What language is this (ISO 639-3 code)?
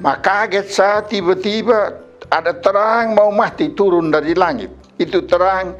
mkn